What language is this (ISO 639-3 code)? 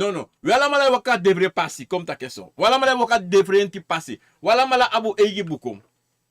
srn